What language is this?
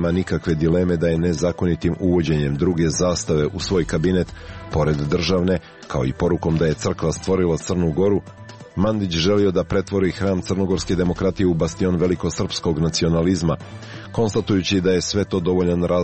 Serbian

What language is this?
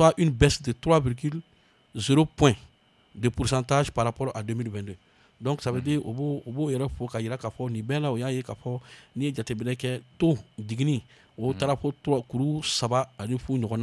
Bambara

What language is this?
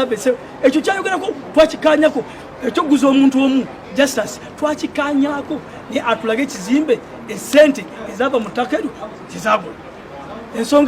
Ganda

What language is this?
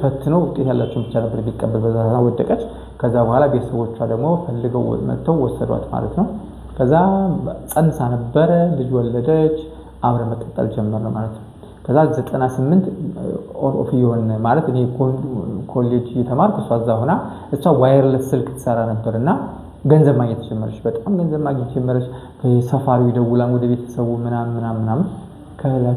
Amharic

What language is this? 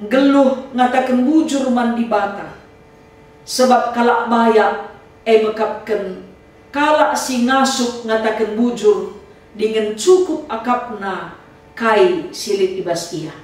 Batak Karo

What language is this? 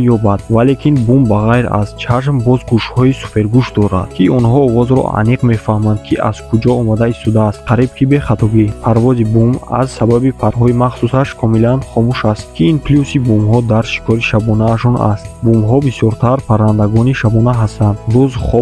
Tajik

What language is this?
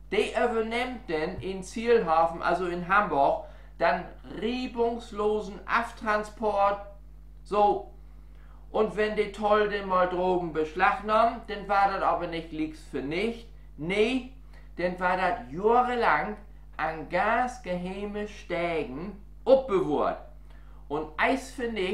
Low German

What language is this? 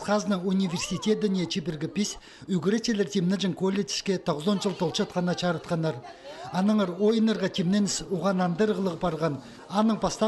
Khakas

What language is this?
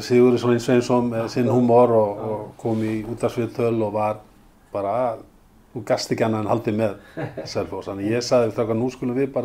Icelandic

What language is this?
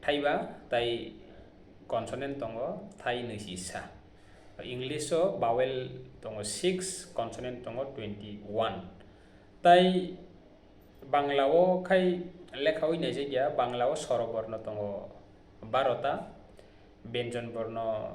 Kok Borok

